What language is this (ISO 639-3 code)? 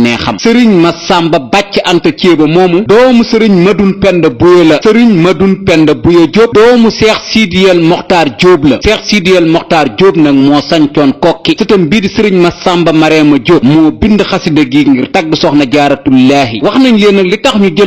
wol